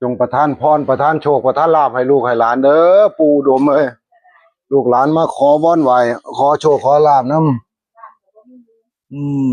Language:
Northeastern Thai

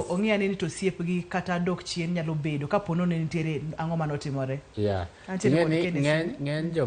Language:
Luo (Kenya and Tanzania)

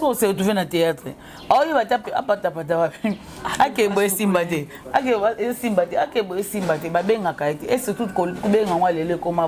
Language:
Lingala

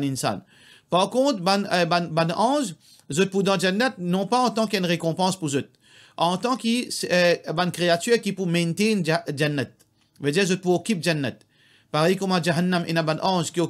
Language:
Morisyen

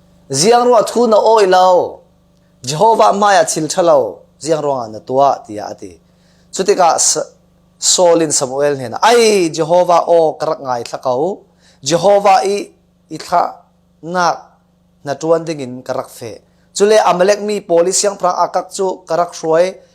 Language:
Falam Chin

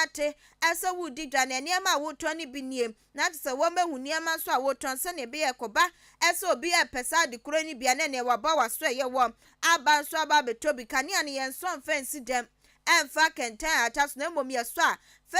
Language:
Akan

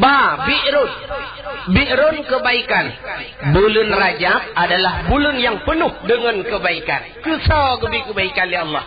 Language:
Achinese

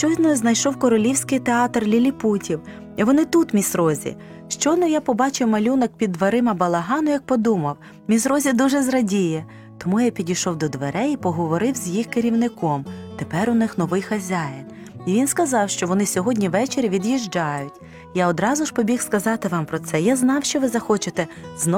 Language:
Ukrainian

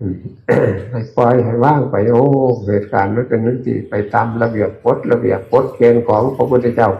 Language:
Northeastern Thai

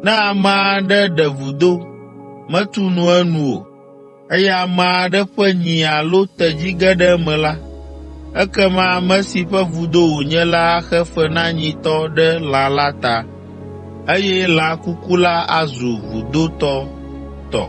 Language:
Ewe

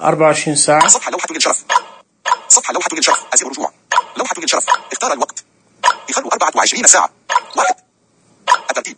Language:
Najdi Arabic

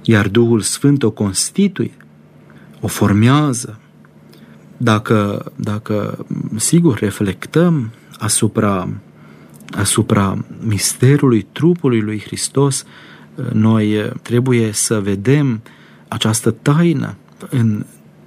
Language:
Romanian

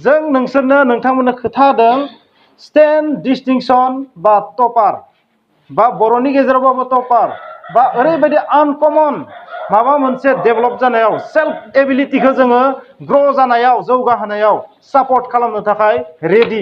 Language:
Bodo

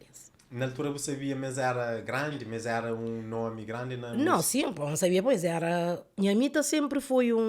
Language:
Kabuverdianu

